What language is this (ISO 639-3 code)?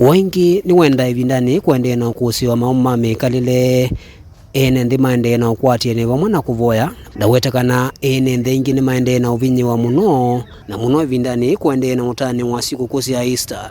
kam